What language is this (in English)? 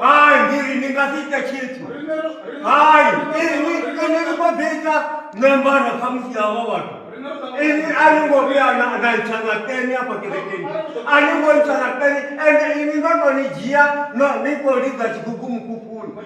Venda